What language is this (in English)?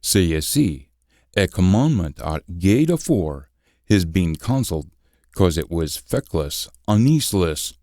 Scots